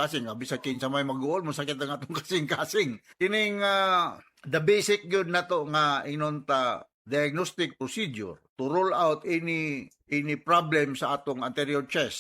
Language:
Cebuano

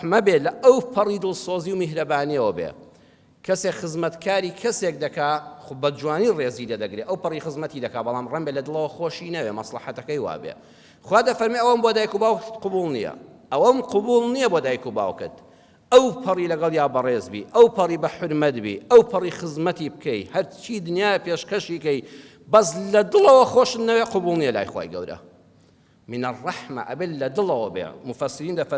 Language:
Central Kurdish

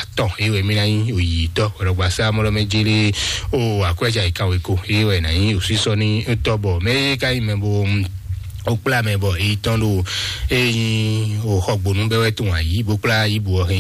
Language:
Fon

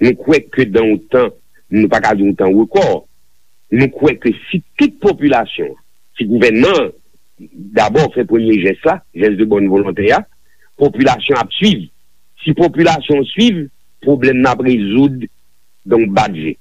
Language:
Haitian Creole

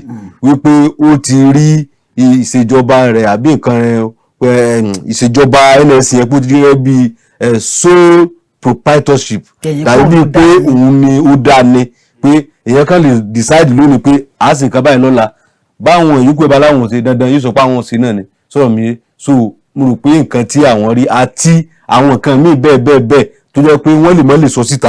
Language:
Yoruba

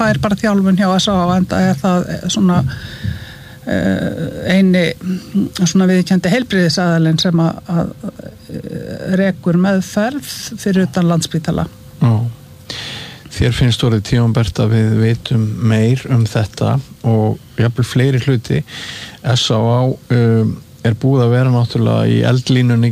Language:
Icelandic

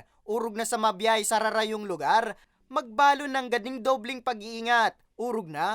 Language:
Bikol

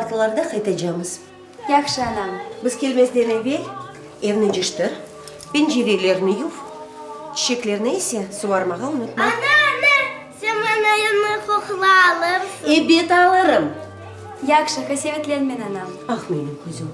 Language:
Crimean Tatar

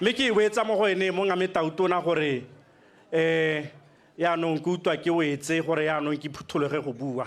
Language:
Tswana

